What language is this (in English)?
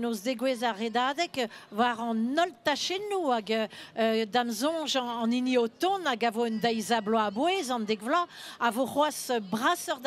Breton